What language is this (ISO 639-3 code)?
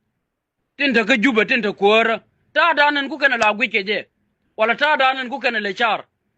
nus